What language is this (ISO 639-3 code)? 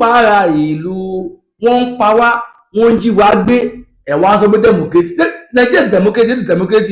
yor